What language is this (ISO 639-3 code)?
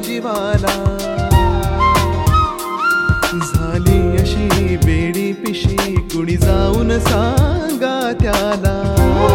mar